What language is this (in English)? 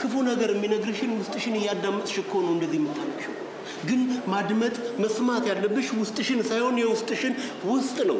Amharic